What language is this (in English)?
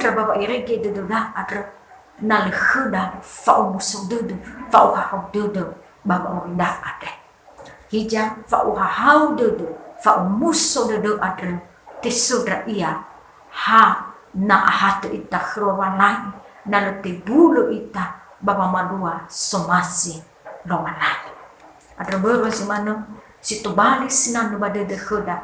Nias